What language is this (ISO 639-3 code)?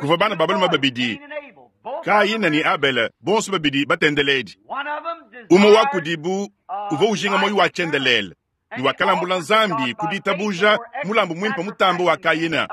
lua